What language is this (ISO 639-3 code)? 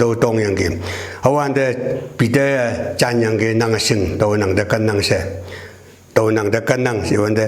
nbe